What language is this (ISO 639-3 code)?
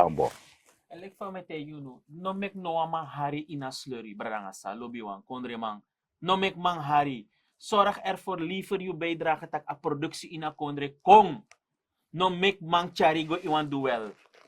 srn